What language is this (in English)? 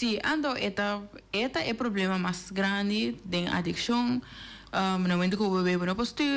Papiamento